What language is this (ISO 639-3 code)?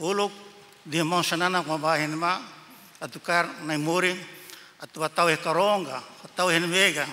tet